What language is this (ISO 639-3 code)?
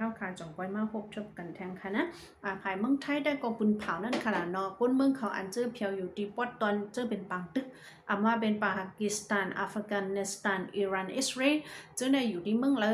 shn